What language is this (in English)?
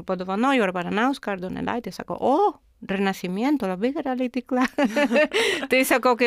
Lithuanian